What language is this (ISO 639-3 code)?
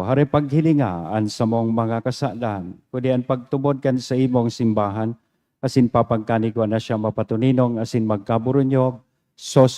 bik